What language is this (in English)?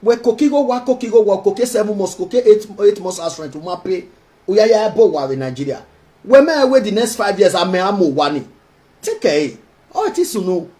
Nigerian Pidgin